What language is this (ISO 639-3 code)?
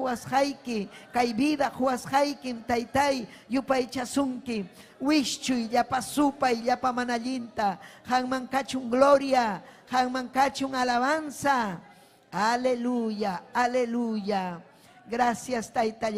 quy